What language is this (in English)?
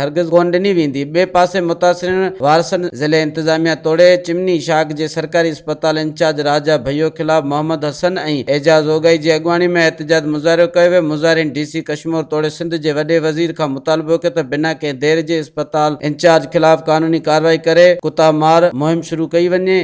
Sindhi